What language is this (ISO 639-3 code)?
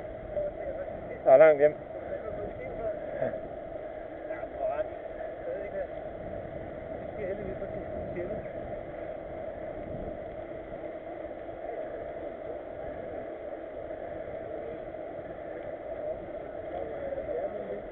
dan